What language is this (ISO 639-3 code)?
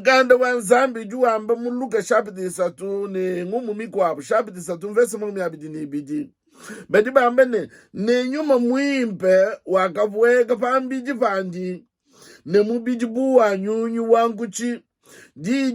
lua